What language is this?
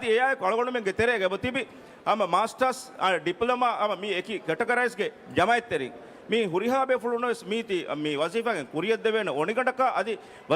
Divehi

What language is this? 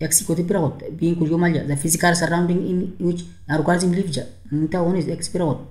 Oromo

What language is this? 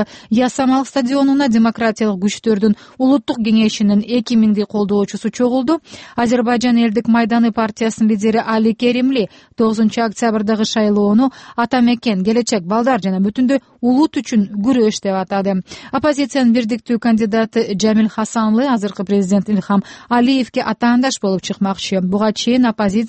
Kyrgyz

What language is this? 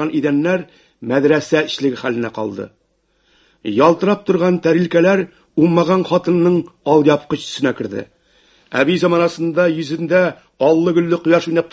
Tatar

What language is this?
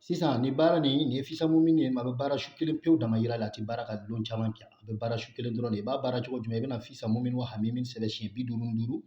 Bambara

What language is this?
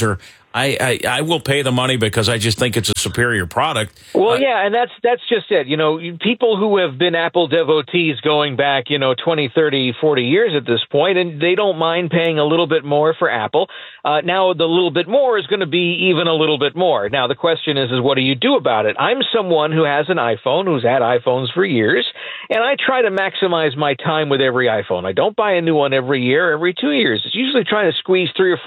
English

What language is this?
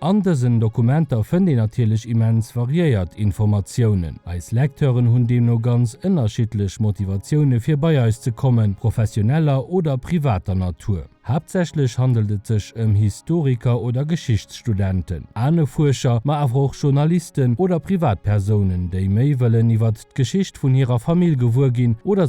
Luxembourgish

